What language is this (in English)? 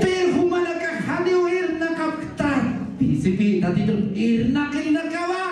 Aymara